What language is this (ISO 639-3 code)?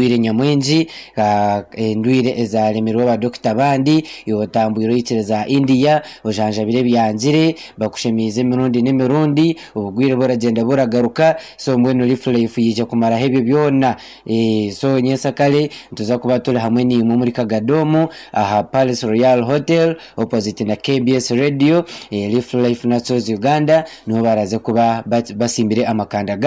nyn